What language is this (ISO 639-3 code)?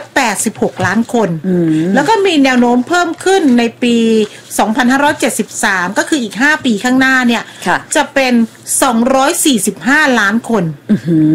tha